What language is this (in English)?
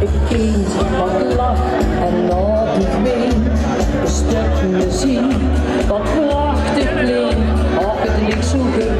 Limburgish